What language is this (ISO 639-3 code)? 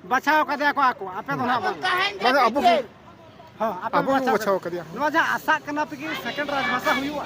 sat